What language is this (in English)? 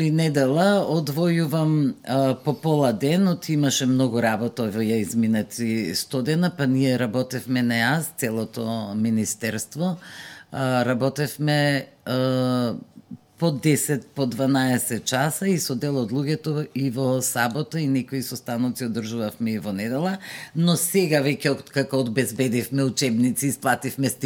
Macedonian